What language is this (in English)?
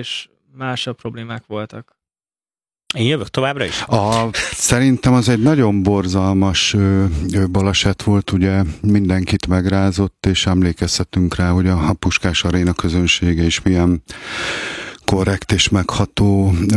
Hungarian